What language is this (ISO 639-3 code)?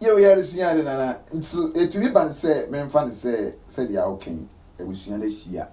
aka